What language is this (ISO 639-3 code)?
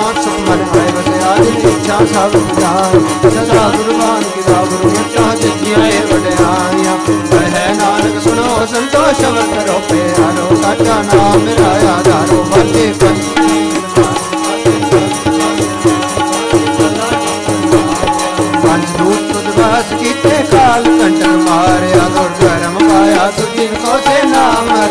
pan